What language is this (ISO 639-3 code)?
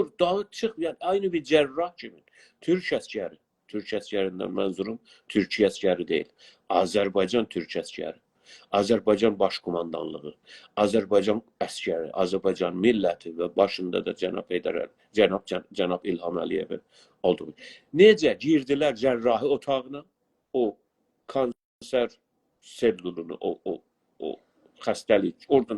azb